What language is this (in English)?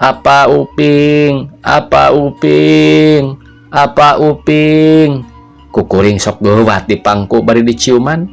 Sundanese